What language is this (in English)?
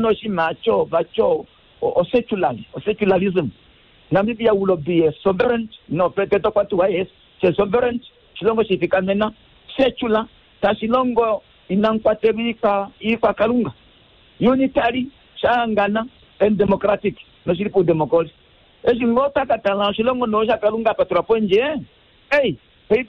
Kuanyama